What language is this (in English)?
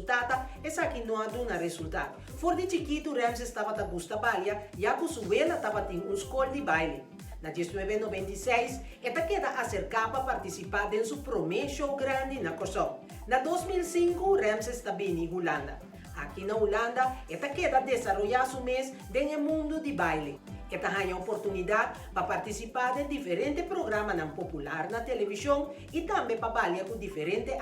Papiamento